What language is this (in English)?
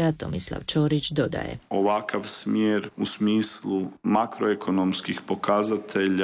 Croatian